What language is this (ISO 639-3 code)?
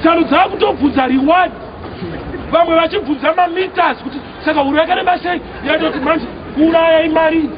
sna